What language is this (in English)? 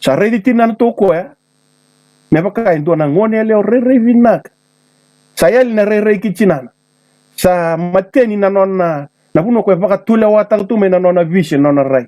Fijian